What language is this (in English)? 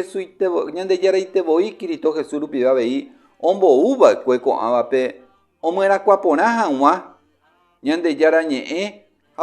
Guarani